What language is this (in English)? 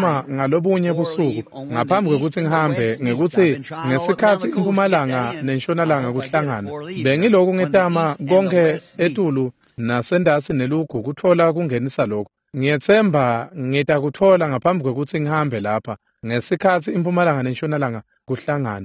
Swati